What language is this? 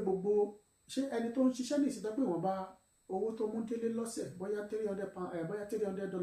Yoruba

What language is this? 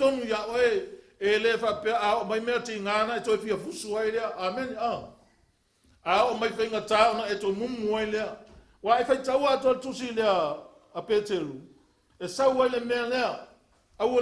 Samoan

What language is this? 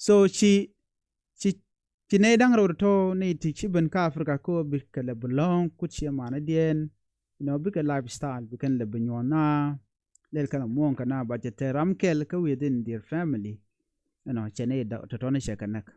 Nuer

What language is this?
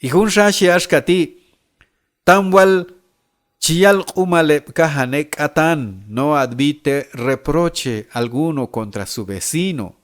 Q'anjob'al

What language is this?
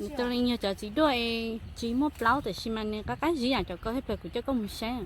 Hmong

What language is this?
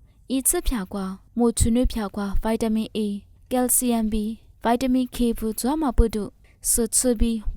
Lisu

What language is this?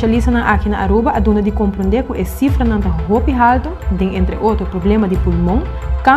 Papiamento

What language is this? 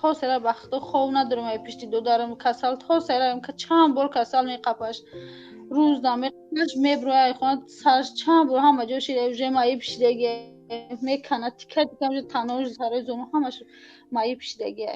Tajik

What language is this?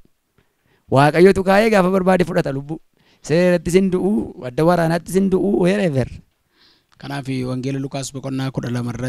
Oromo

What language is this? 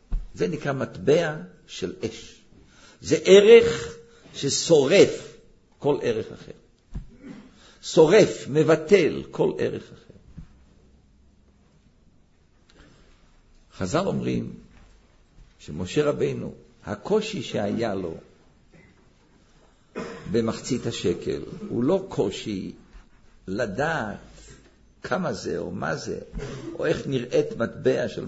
Hebrew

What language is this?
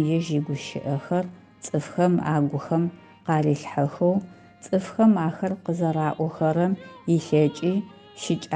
Adyghe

